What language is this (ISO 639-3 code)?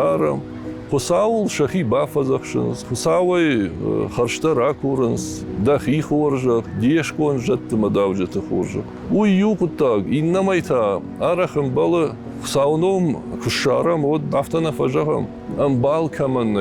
oss